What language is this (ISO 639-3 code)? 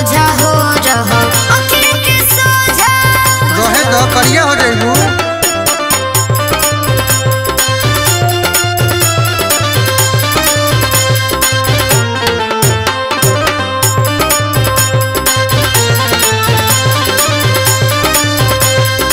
bho